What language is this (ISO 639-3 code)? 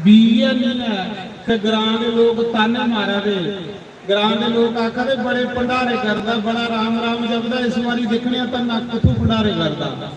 doi